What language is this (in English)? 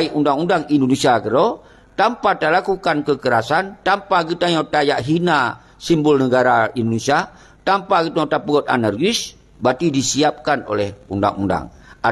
Achinese